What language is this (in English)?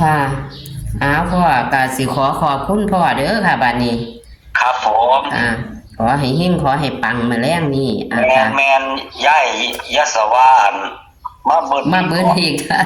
Northeastern Thai